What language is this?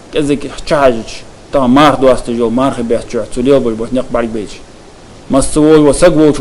Ingush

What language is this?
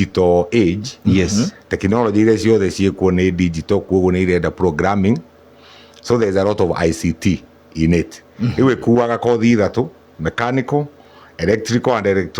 Kikuyu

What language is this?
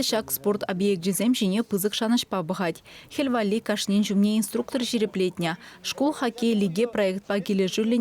Chuvash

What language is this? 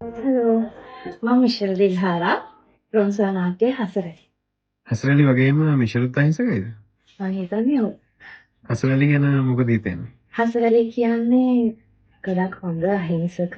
Sinhala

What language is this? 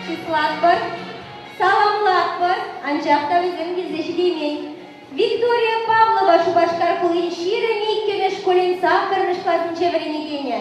Chuvash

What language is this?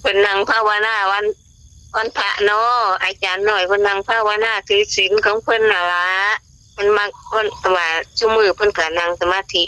Northeastern Thai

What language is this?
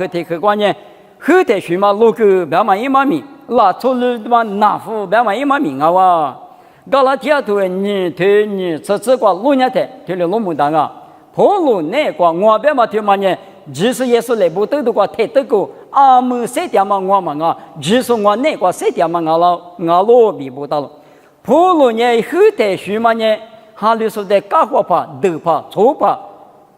Lisu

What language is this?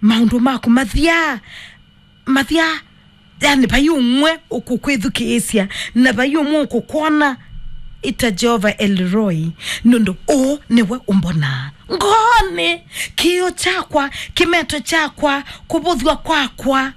Kamba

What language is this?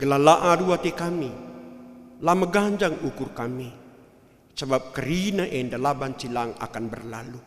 Batak Karo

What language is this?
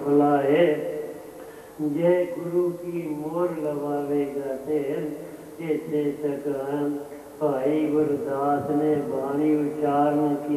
Punjabi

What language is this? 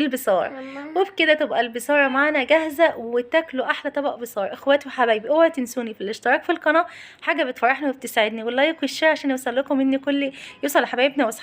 Egyptian Arabic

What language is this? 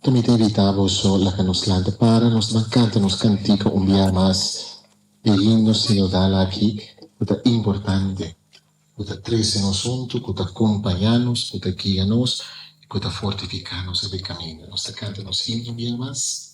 Papiamento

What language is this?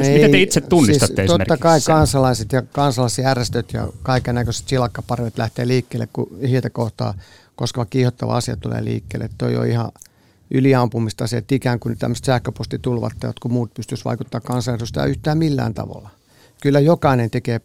Finnish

